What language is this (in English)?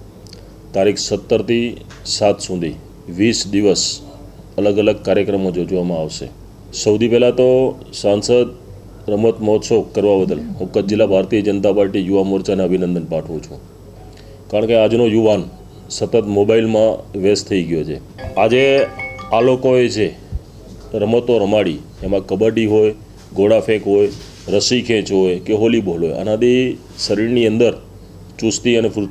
Gujarati